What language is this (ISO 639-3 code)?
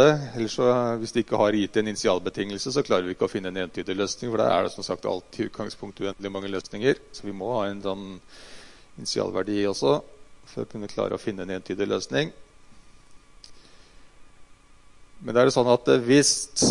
nor